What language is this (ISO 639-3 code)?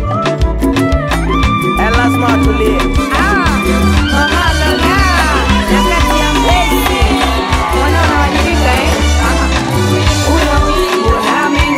swa